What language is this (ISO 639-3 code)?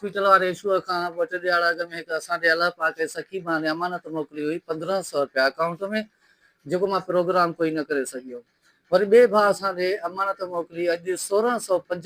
snd